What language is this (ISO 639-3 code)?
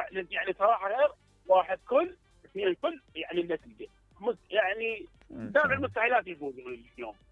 acm